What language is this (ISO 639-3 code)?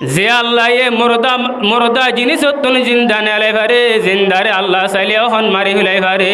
rhg